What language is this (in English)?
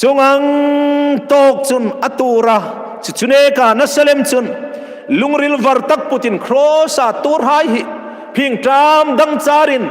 Hmar